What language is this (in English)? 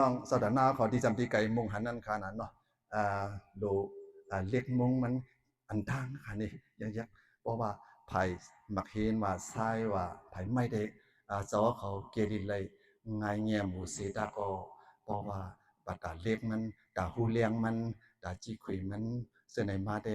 Shan